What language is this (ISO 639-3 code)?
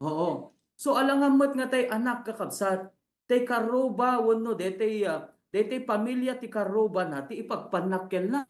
ilo